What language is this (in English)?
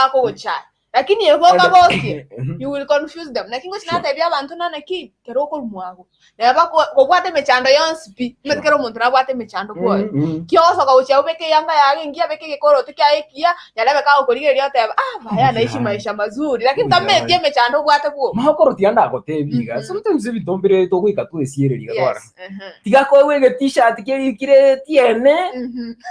Gusii